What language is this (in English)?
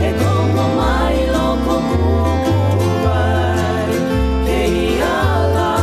Hawaiian